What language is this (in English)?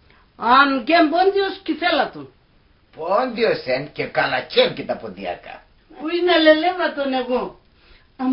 Pontic